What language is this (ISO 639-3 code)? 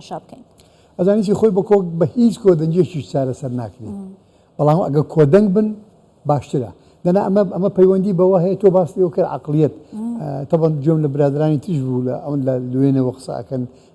ckb